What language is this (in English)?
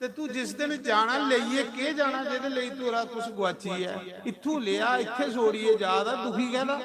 Dogri